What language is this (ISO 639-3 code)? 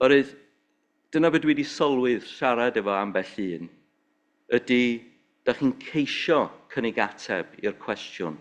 cym